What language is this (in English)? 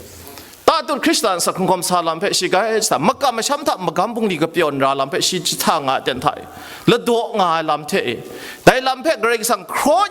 Kachin